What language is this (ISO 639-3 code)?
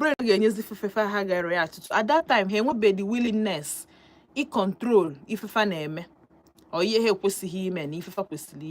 ibo